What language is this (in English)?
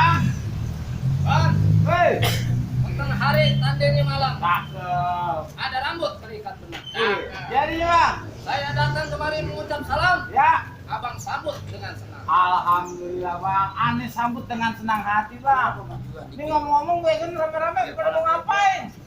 Betawi